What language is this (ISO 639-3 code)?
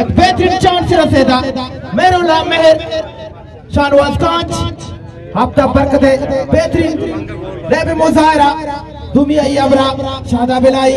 bgp